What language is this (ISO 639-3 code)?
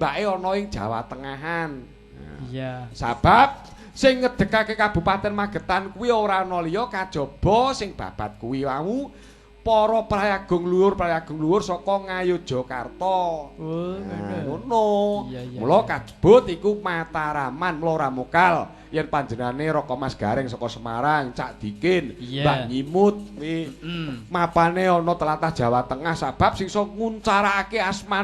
jav